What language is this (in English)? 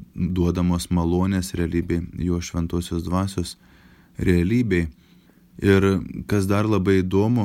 Lithuanian